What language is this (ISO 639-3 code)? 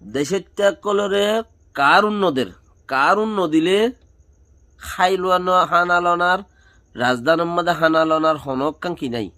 rhg